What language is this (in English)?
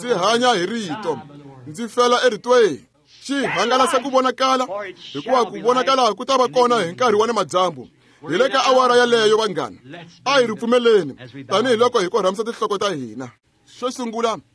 Tsonga